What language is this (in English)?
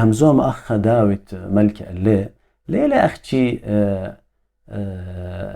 Assyrian Neo-Aramaic